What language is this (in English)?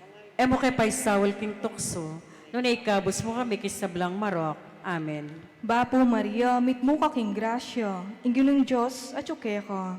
Pampanga